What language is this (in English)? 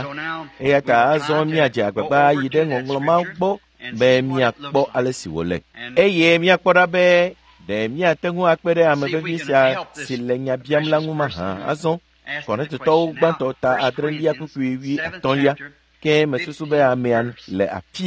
Ewe